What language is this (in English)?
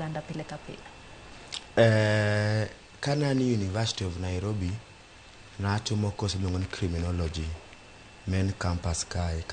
Luo (Kenya and Tanzania)